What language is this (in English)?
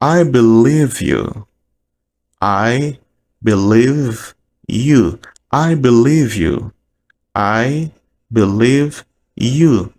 Haitian Creole